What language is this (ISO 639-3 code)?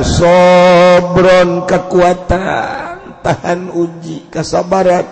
sun